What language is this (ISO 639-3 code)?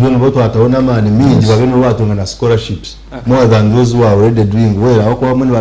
nyn